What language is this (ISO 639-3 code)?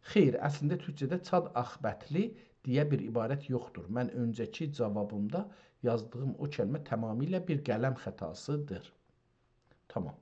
azb